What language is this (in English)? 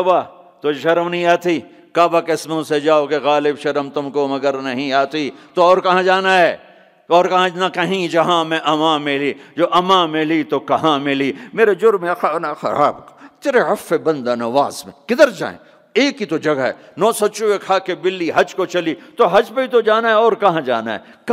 Urdu